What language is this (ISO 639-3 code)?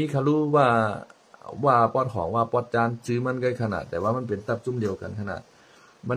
shn